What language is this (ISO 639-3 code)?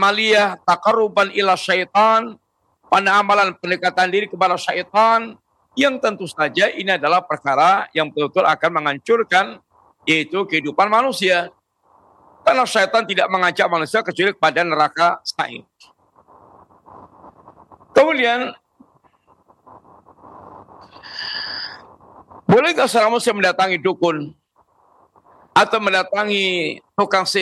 ind